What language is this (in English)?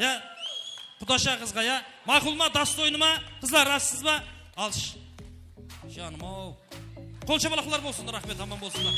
Kara-Kalpak